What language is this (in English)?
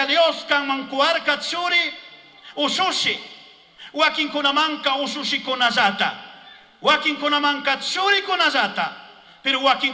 Chimborazo Highland Quichua